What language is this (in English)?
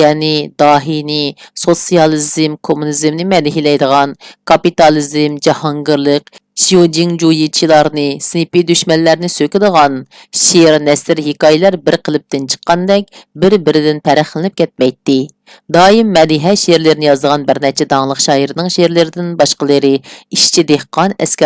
Uyghur